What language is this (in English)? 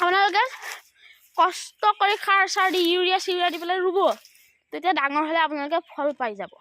Assamese